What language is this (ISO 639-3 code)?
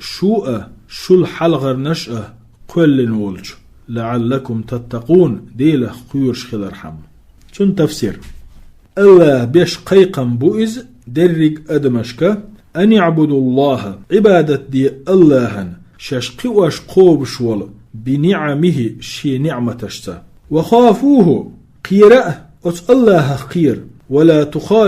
che